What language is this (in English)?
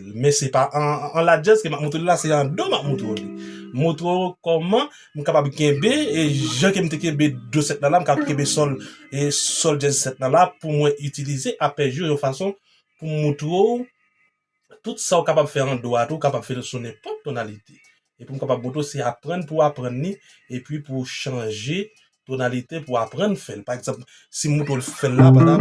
Haitian Creole